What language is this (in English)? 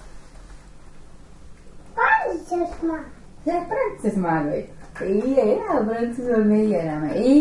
Estonian